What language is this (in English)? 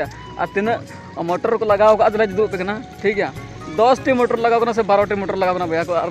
Santali